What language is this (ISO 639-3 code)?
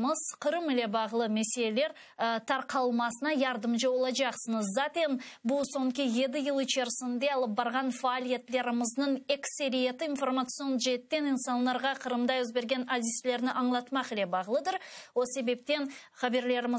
crh